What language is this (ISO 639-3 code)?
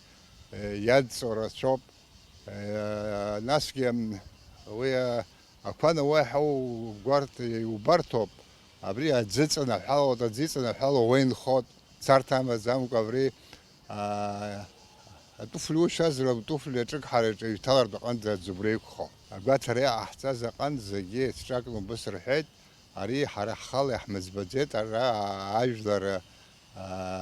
abk